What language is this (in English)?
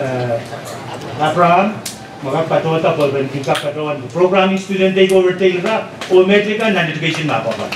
Pohnpeian